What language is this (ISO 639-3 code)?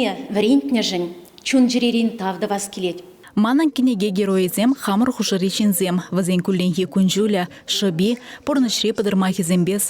chv